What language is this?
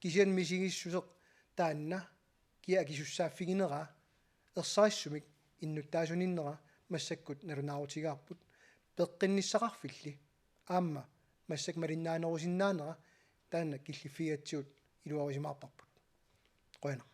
Kalaallisut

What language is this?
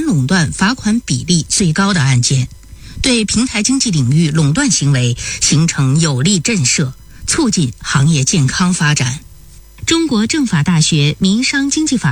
Chinese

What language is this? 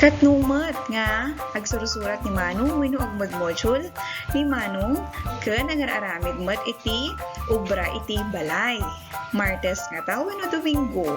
Iloko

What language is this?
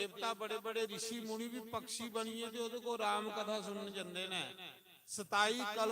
Dogri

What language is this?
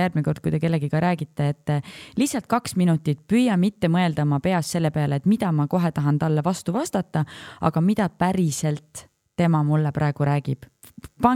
Estonian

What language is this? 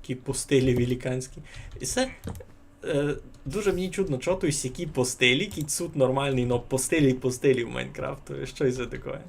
Rusyn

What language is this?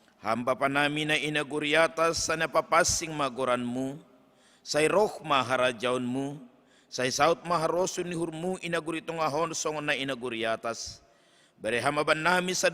Batak Simalungun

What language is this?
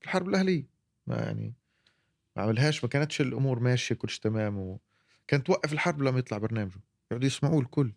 North Levantine Arabic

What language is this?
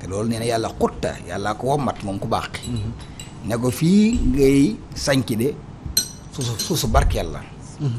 Wolof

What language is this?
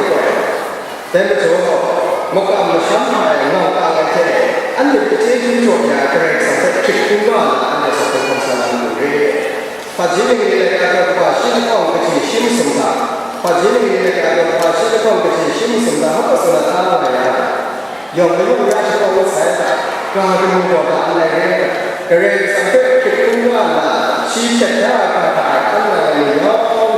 Kachin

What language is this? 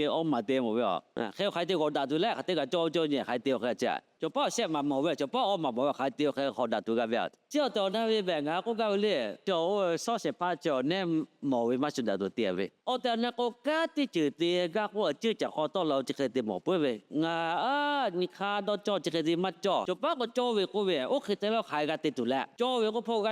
Lahu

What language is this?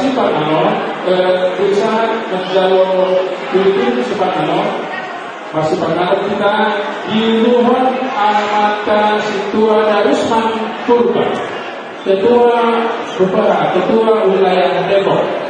Batak Toba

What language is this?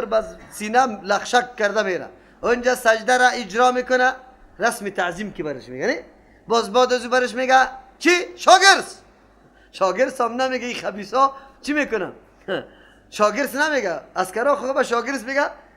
Persian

